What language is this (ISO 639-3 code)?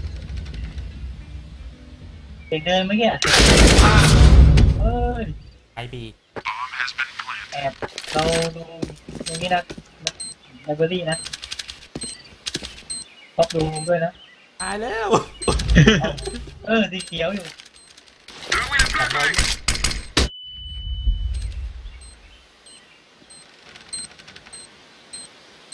tha